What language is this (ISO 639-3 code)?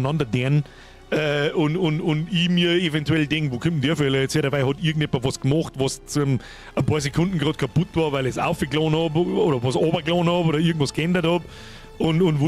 bar